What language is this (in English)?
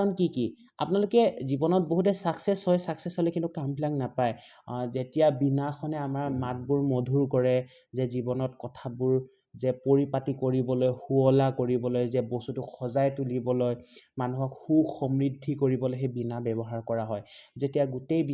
Assamese